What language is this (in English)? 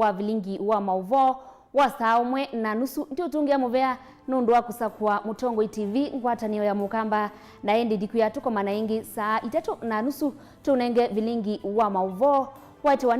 Kamba